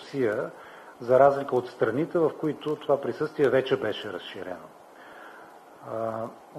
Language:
Bulgarian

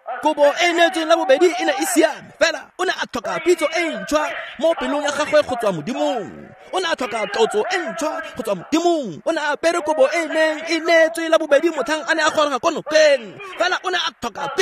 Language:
Tswana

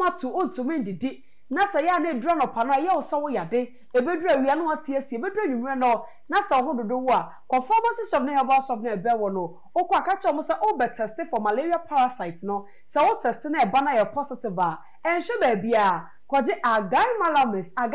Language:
Akan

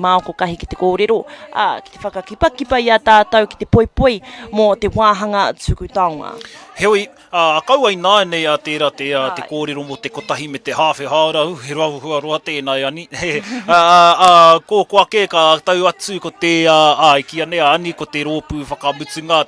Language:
Māori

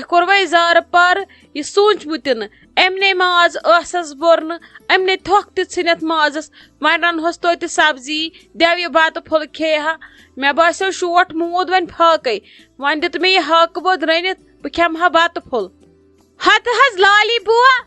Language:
Kashmiri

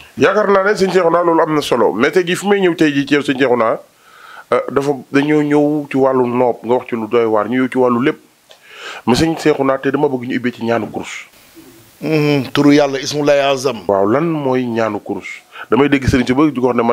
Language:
Wolof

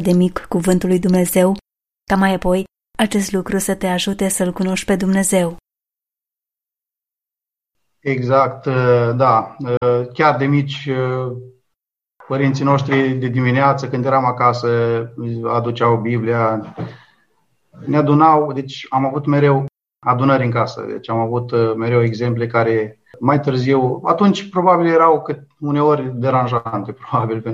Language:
Romanian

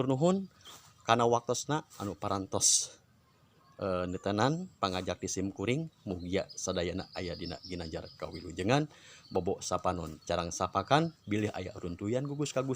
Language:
Sundanese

